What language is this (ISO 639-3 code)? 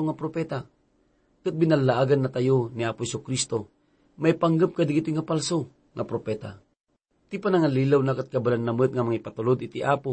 ilo